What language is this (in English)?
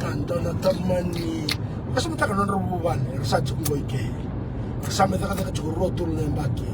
Fijian